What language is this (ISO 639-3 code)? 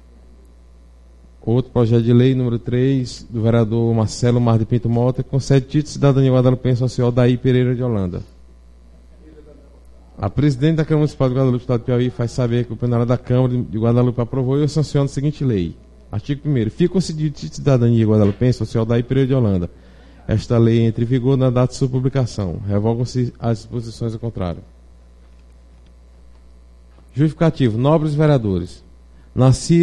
por